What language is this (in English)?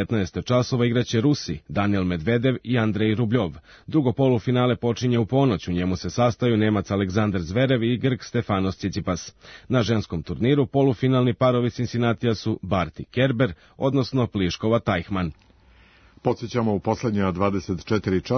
Serbian